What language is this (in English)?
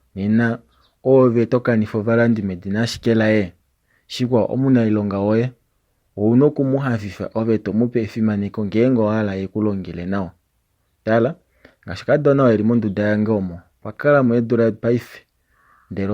Kuanyama